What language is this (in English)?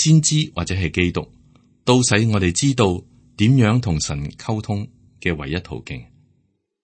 Cantonese